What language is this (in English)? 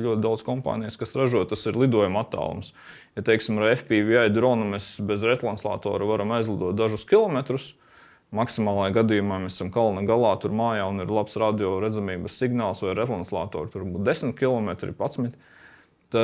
Latvian